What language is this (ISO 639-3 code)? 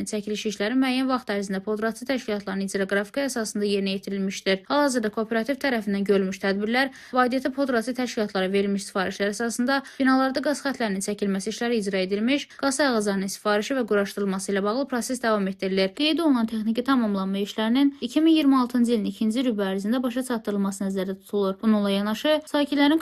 aze